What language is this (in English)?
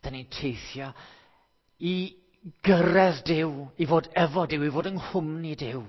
Welsh